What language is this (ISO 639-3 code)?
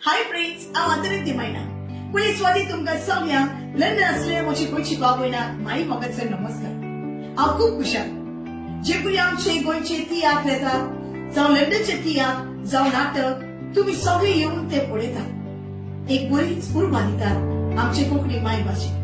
kok